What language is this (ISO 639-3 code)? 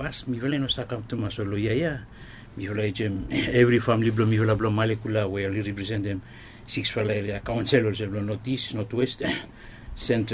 bis